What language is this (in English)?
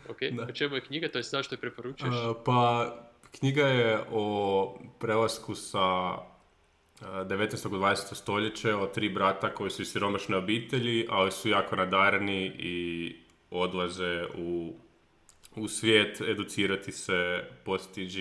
Croatian